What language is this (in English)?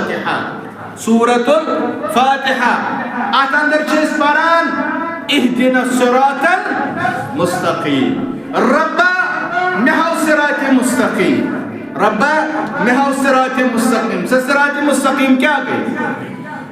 Kashmiri